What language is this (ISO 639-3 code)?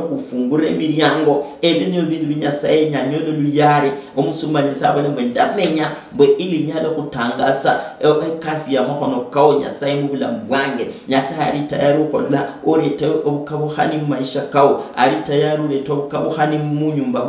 luy